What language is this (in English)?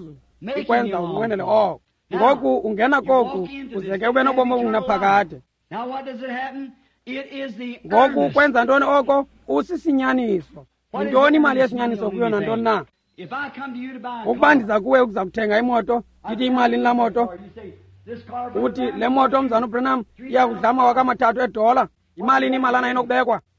Xhosa